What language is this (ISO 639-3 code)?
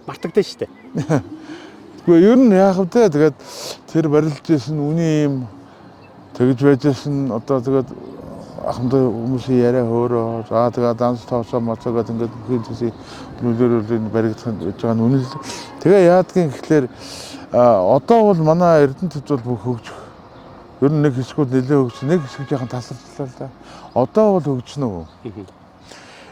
mon